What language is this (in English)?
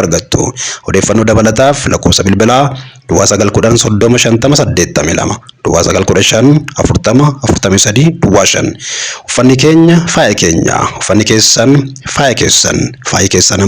Oromo